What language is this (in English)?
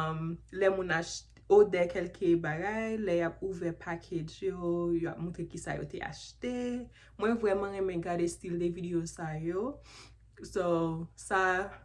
Haitian Creole